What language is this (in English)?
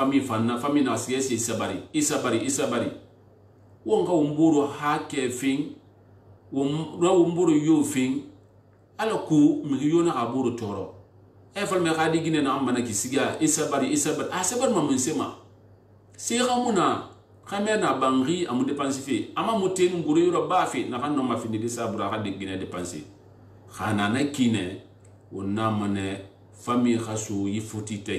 Susu